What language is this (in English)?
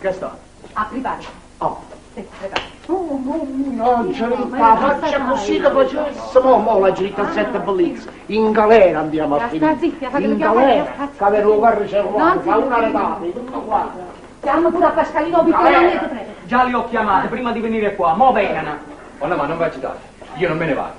Neapolitan